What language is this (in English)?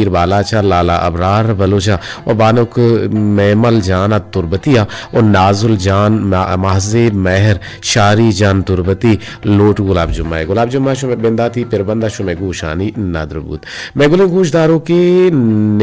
Eastern Balochi